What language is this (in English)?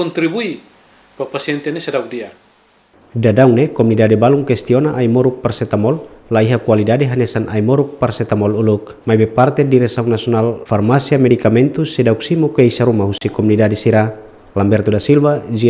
Tetum